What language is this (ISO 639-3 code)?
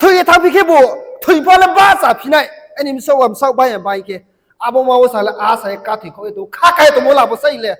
ria